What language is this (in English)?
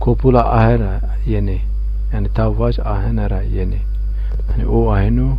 Zaza